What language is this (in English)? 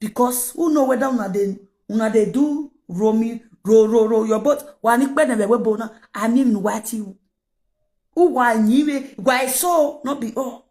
Nigerian Pidgin